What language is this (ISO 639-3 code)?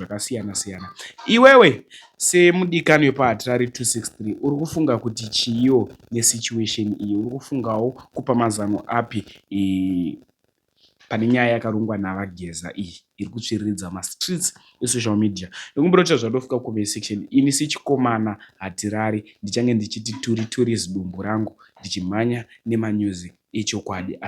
sna